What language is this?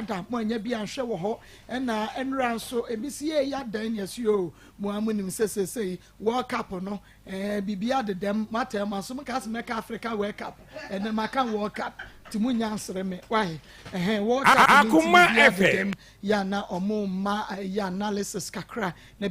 Akan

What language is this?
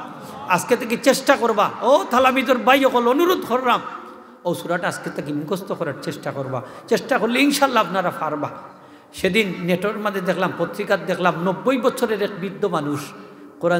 Sylheti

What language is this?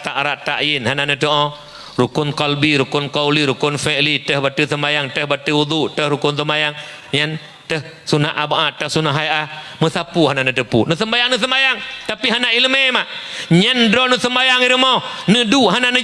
Achinese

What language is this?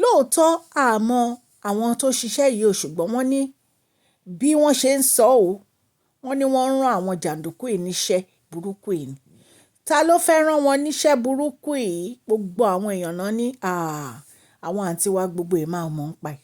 Yoruba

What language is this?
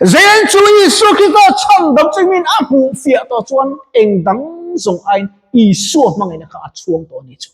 Mizo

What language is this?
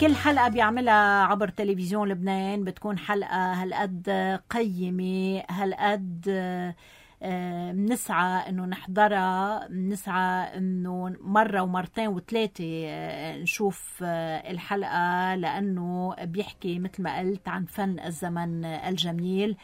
North Levantine Arabic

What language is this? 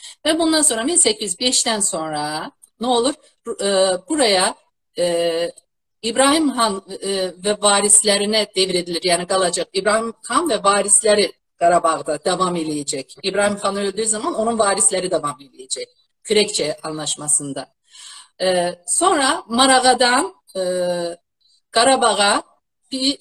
South Azerbaijani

